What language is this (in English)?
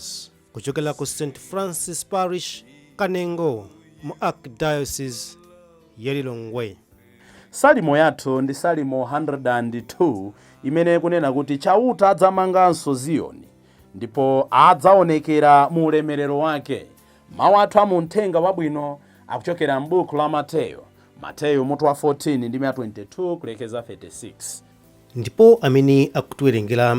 Nyanja